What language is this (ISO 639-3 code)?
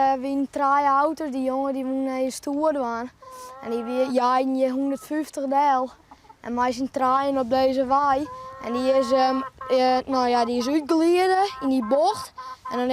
fry